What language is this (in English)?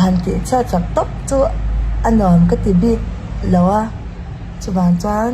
Mizo